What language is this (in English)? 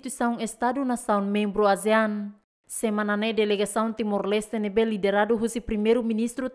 Tetum